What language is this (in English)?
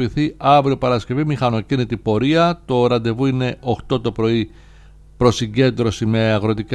Greek